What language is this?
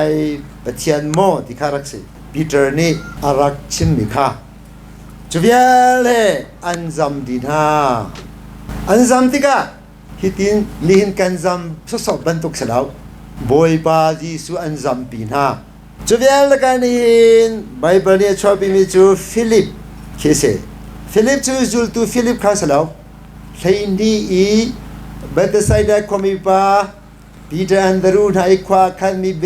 Hakha Chin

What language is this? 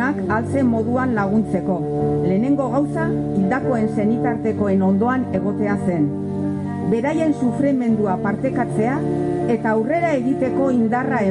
Basque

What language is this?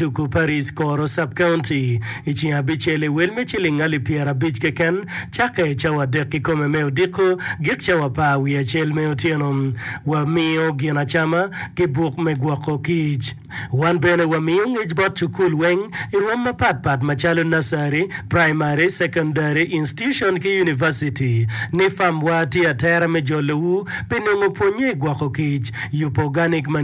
Acoli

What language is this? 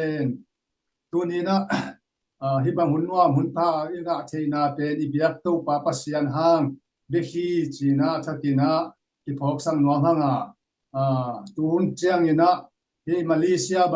Tedim Chin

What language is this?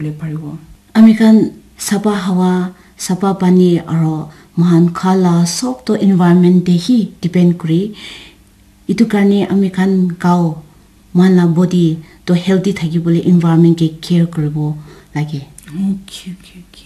Naga Pidgin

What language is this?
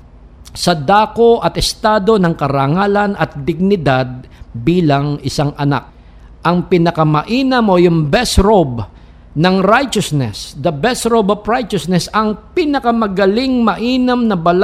Filipino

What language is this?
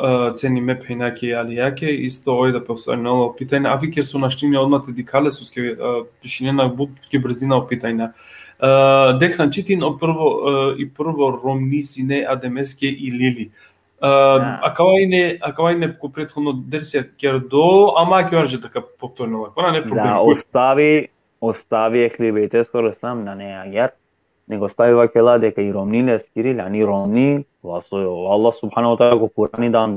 Balkan Romani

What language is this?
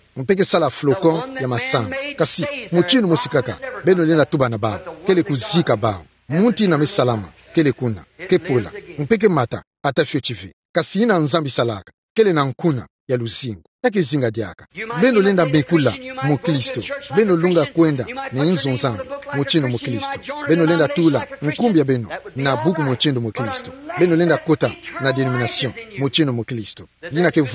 Kituba (Democratic Republic of Congo)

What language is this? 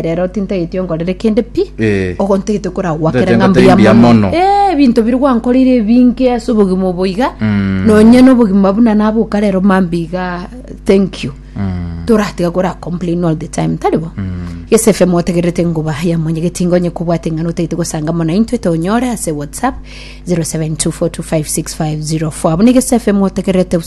Gusii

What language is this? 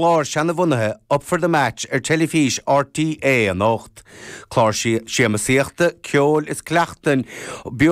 Irish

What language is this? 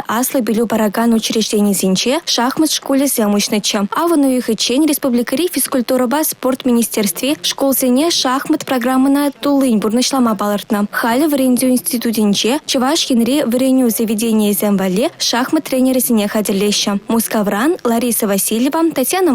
Chuvash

